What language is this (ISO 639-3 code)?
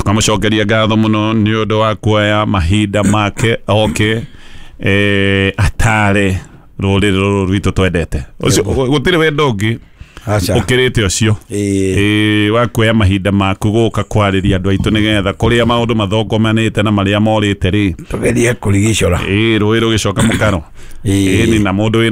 kik